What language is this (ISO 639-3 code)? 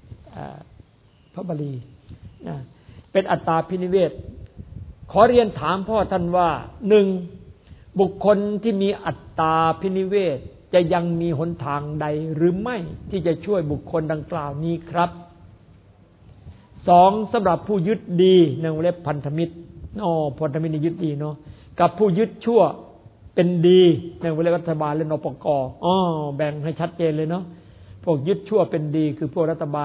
tha